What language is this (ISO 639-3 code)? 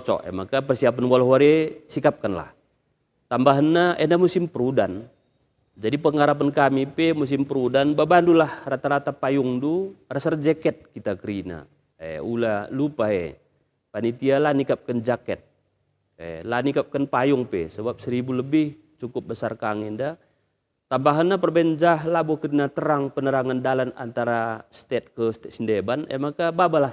btx